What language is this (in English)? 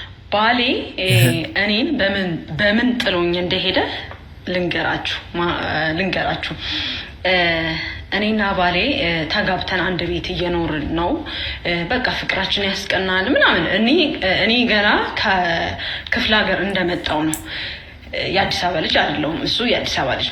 Amharic